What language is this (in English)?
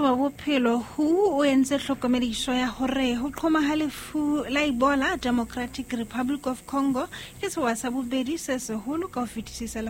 Southern Sotho